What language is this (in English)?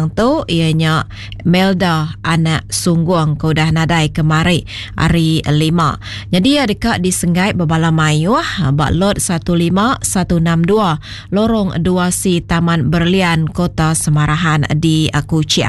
Iban